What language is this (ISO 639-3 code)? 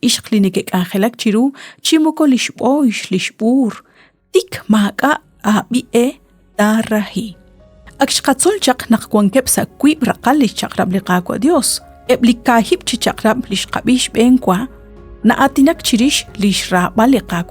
kek